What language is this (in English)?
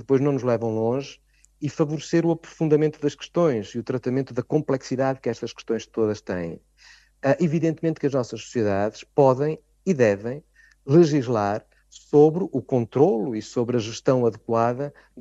Portuguese